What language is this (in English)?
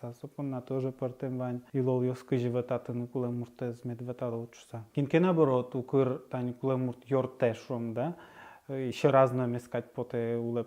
Udmurt